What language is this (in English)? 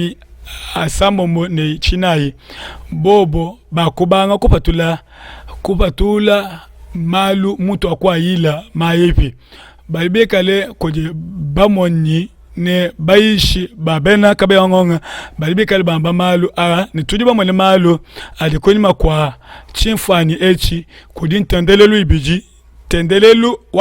Luba-Lulua